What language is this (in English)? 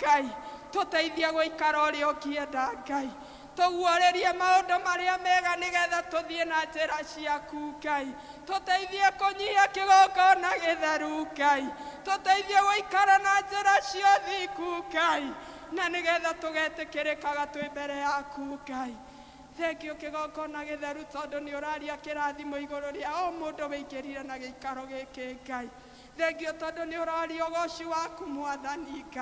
Kikuyu